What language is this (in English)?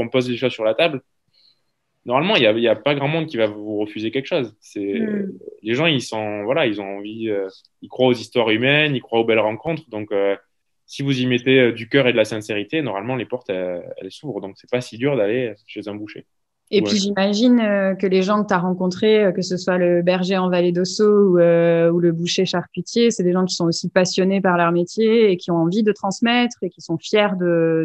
French